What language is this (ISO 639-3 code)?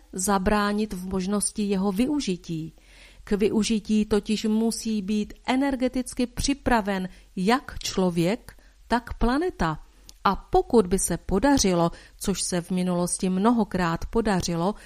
ces